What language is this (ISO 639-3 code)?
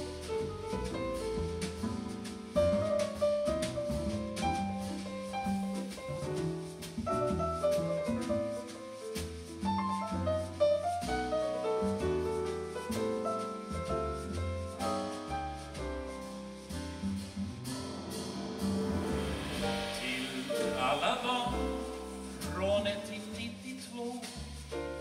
swe